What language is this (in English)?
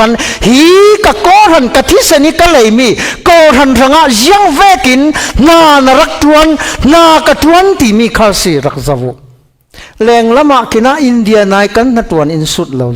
Falam Chin